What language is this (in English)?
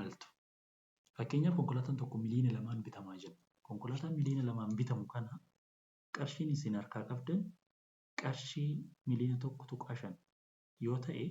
Oromo